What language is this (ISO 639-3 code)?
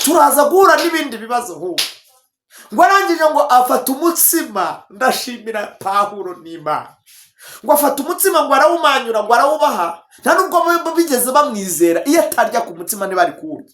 kin